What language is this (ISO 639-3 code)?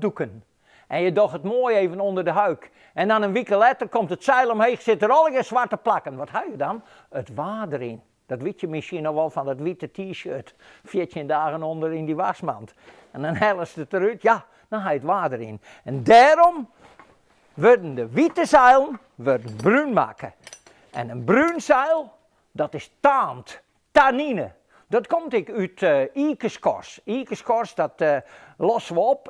fry